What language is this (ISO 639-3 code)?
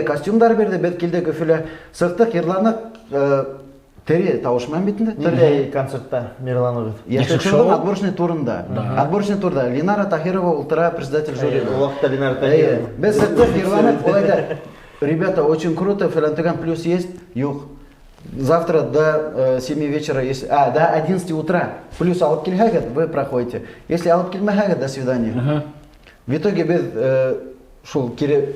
bak